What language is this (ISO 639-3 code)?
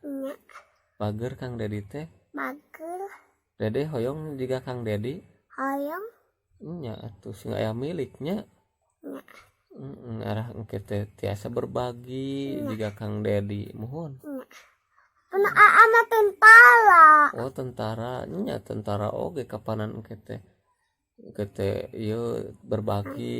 sun